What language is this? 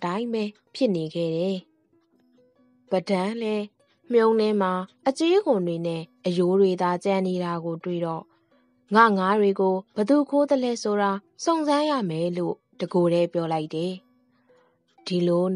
Burmese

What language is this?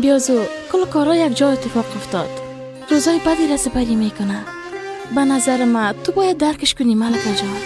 Persian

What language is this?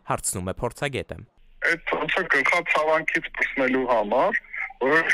Armenian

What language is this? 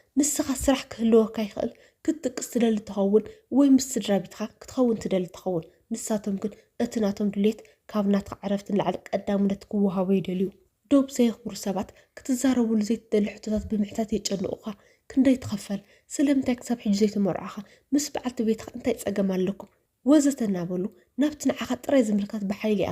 Tigrinya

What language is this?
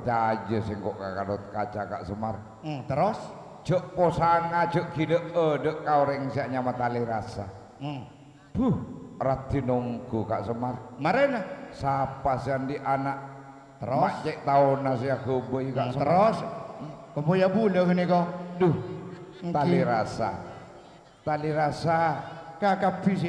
Madurese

